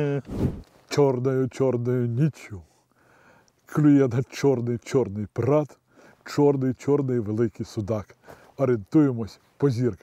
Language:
Ukrainian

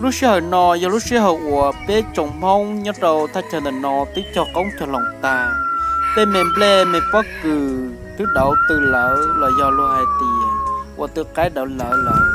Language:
Hmong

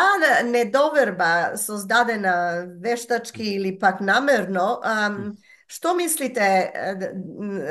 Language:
Macedonian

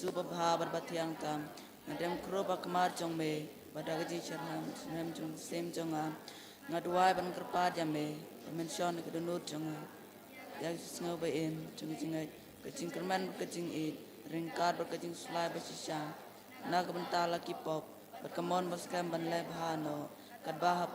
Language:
Khasi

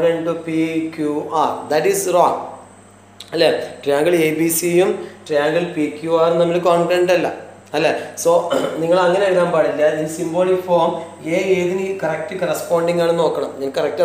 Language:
Malayalam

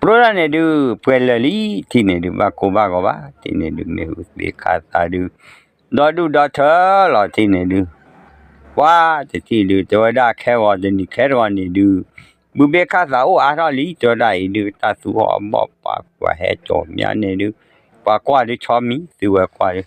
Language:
S'gaw Karen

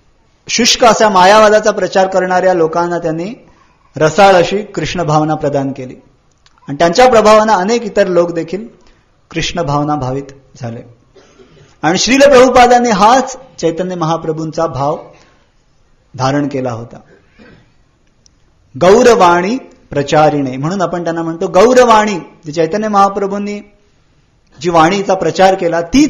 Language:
Marathi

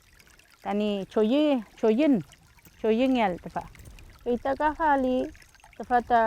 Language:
Mapuche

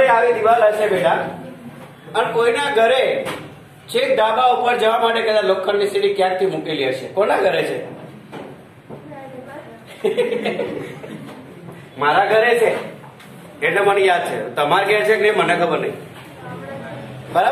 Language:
Gujarati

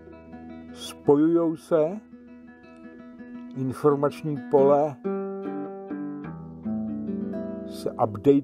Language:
Czech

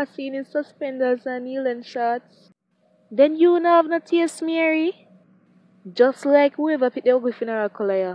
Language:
Jamaican Creole English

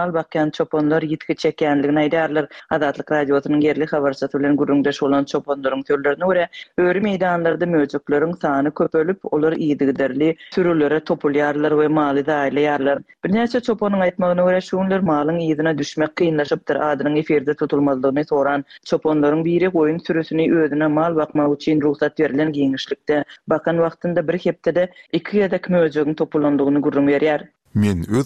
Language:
Turkmen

